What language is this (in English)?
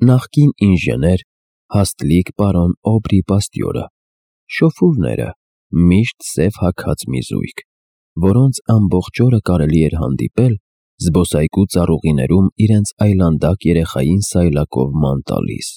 Armenian